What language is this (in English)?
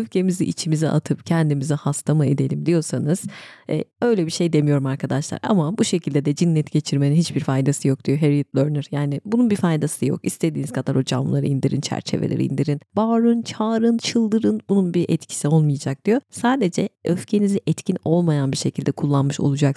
Turkish